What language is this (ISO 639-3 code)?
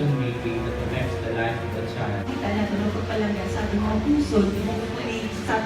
hil